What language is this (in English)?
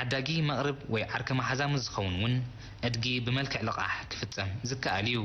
Tigrinya